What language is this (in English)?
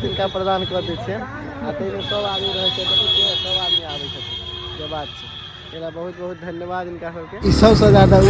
Maithili